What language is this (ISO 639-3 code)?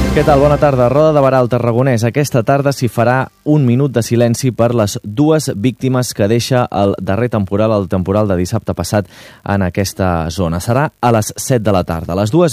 cat